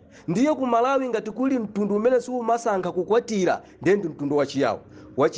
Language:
Nyanja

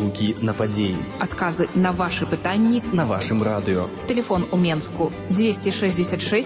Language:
Belarusian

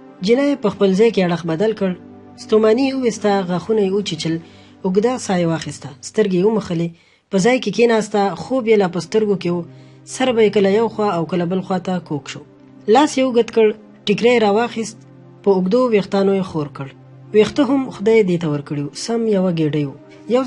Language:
Pashto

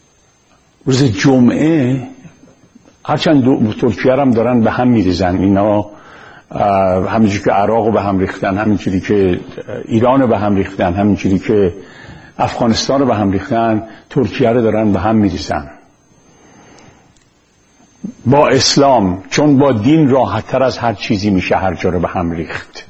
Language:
Persian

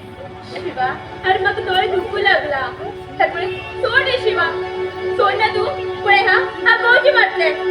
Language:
Konkani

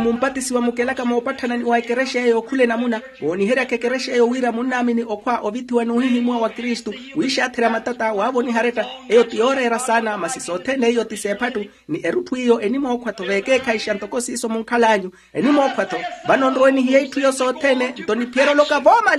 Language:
Makhuwa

